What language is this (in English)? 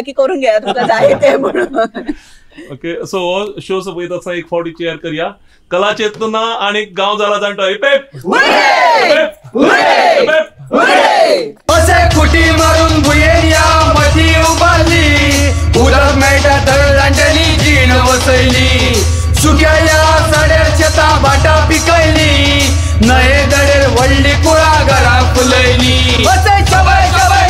Konkani